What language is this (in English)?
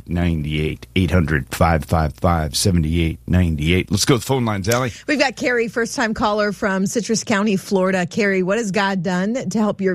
English